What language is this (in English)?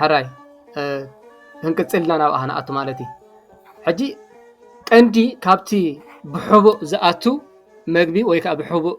Tigrinya